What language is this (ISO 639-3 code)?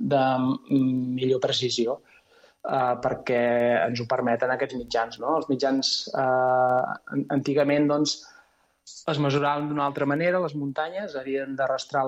cat